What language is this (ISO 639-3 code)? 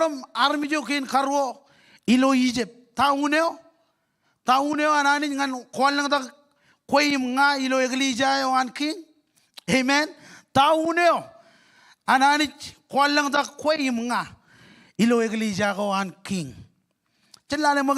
mah